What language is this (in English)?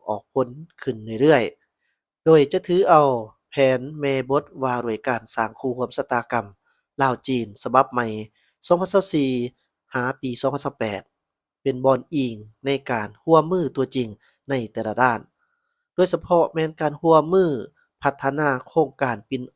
Lao